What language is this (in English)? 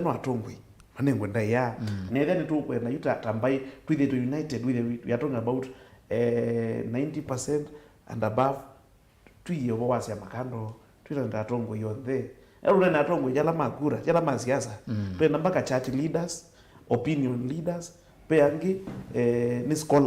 Kamba